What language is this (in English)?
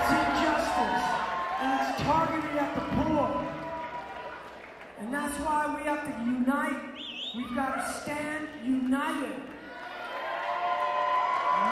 English